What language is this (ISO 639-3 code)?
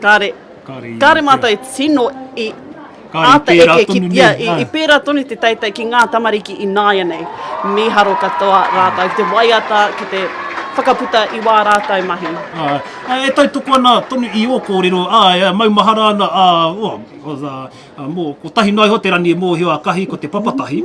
mri